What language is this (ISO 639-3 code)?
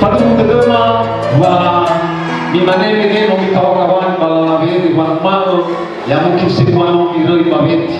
nia